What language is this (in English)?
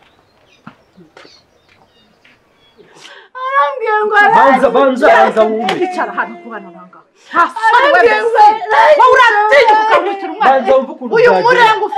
Kinyarwanda